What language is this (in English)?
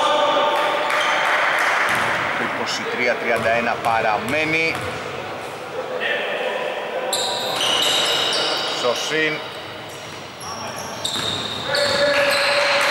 Greek